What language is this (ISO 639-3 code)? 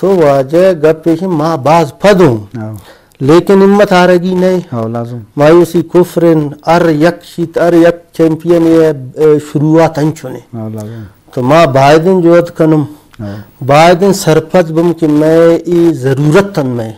bgp